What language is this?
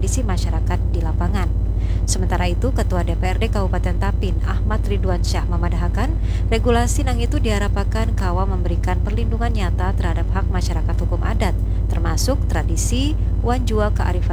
Banjar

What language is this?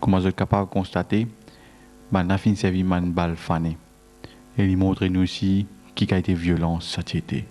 Morisyen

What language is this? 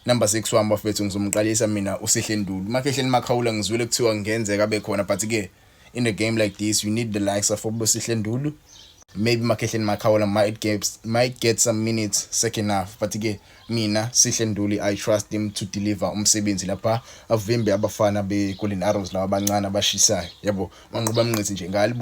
Zulu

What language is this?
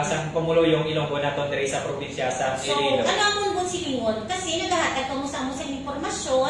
Hiligaynon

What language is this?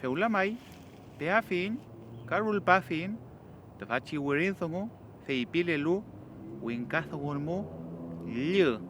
Mapuche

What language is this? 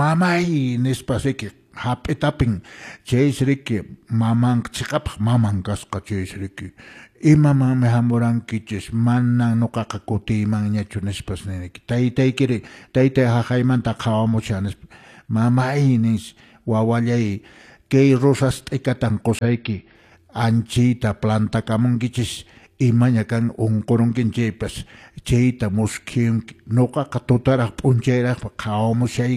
Quechua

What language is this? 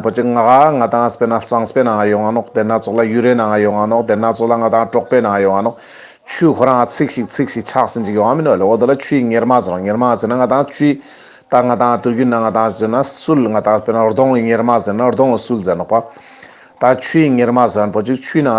Ladakhi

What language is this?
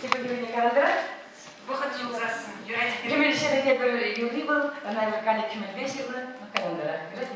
Chuvash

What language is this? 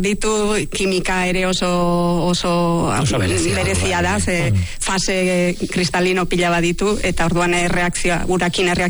Basque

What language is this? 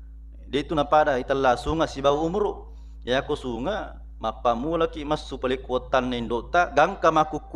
Buginese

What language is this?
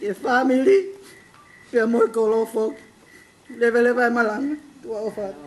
Tongan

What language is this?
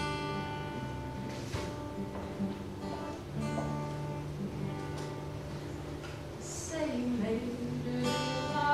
Swedish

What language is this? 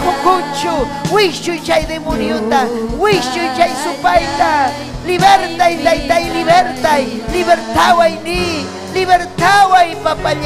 Ayacucho Quechua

